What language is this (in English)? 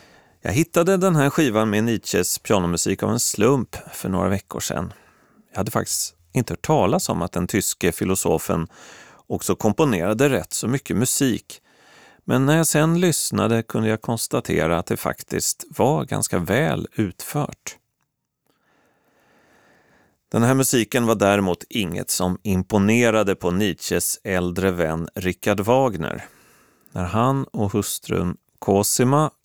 Swedish